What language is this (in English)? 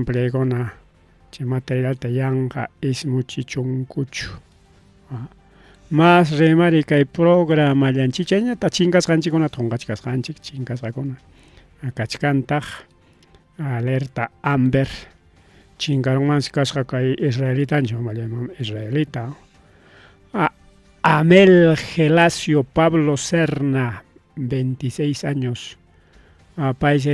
Ayacucho Quechua